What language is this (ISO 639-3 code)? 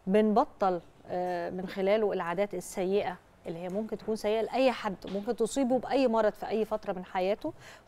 arz